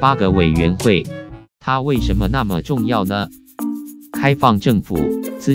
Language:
Chinese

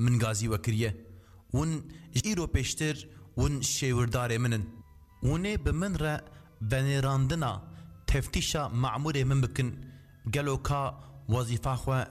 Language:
Kurdish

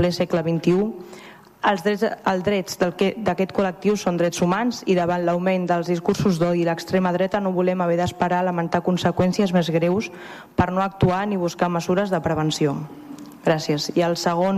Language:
Catalan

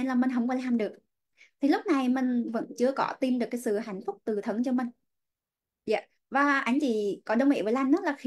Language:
Vietnamese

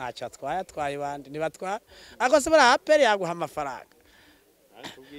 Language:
Kinyarwanda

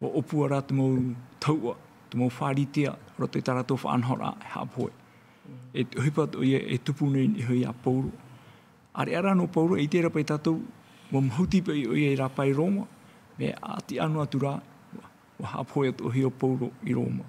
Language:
Tahitian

